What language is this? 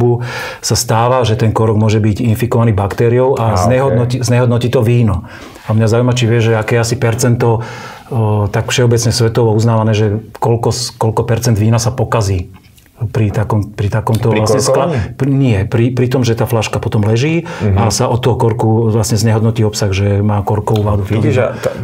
Slovak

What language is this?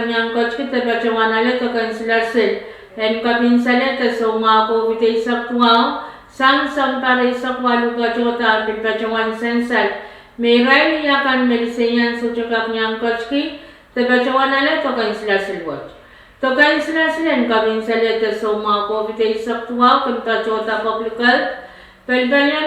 Pohnpeian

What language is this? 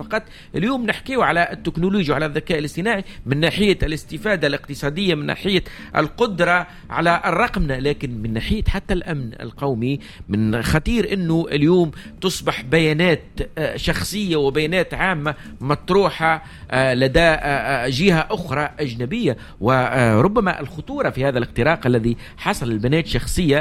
Tunisian Arabic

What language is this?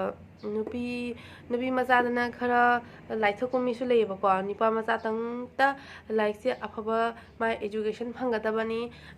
Manipuri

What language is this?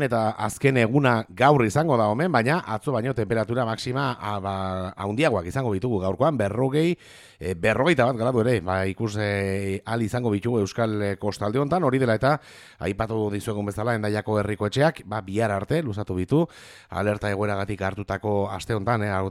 Basque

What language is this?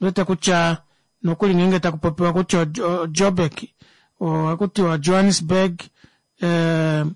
Kuanyama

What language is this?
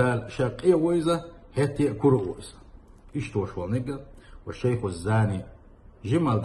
Chechen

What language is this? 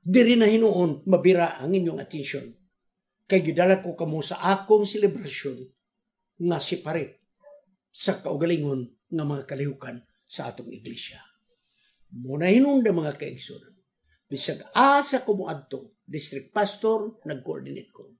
Cebuano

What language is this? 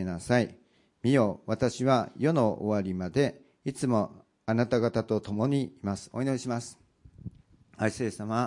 Japanese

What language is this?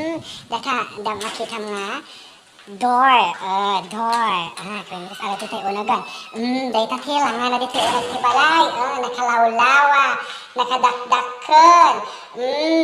Iloko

